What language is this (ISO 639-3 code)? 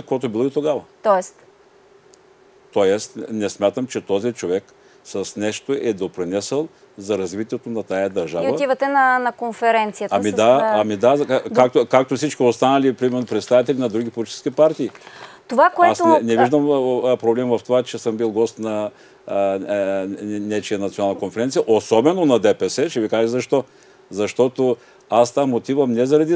bul